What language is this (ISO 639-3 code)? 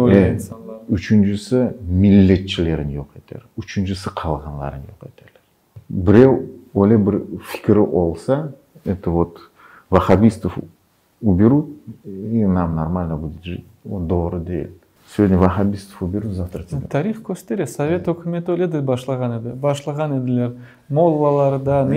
crh